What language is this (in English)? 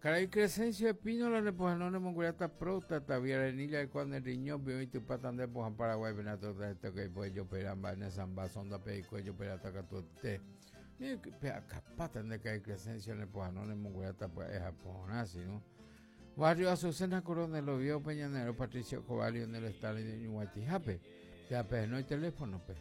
Guarani